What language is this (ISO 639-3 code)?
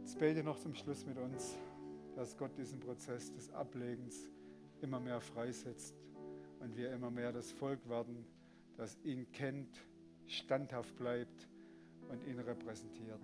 gsw